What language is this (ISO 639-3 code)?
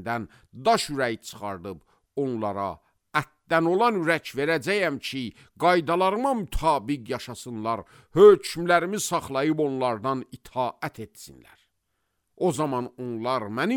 aze